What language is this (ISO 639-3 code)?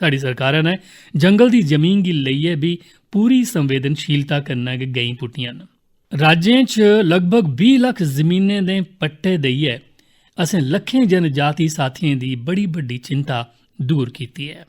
doi